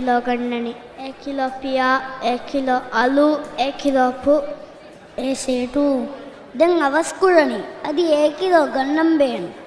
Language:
Divehi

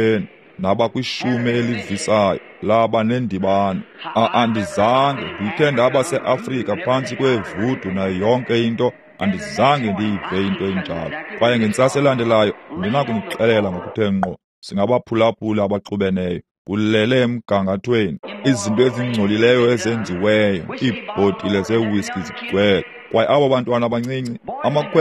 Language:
Xhosa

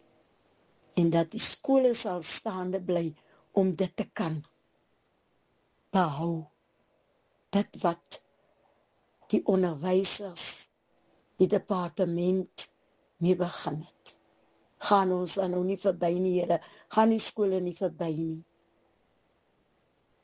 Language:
Afrikaans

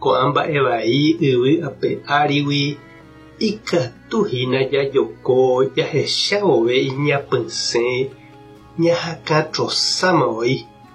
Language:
Guarani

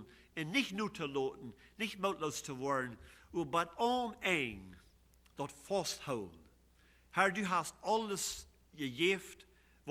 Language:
Plautdietsch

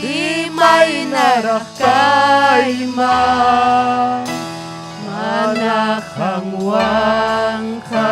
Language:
Ayacucho Quechua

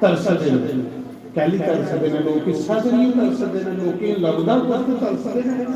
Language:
Dogri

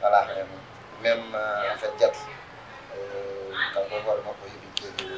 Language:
Fula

